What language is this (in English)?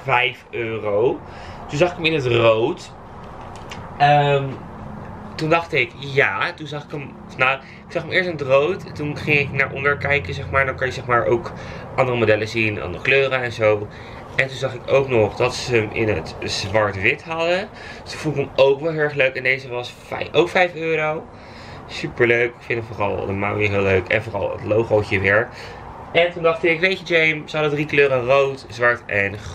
Dutch